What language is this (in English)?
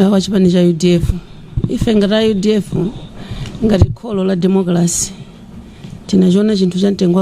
Nyanja